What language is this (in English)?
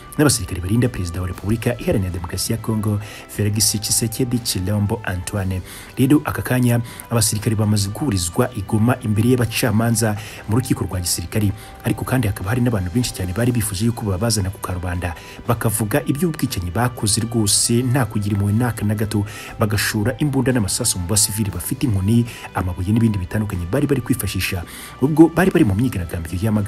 Kinyarwanda